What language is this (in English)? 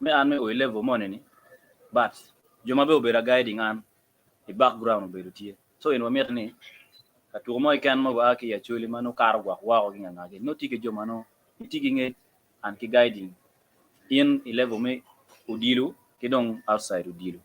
Acoli